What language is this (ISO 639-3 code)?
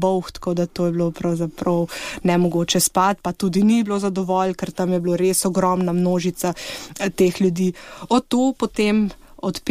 slv